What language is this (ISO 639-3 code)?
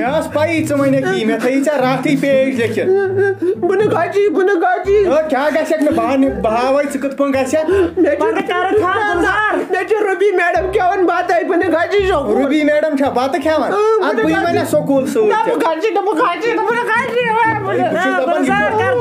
kas